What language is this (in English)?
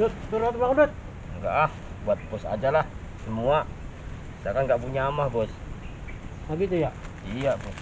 Betawi